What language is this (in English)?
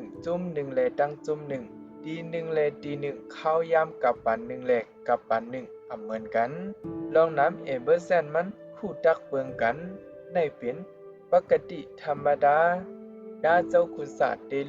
Shan